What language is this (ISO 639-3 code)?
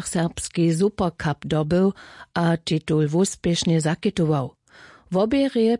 hsb